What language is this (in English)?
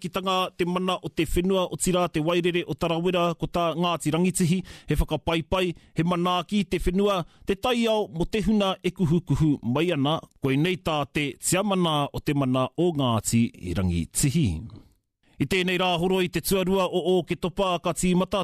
Māori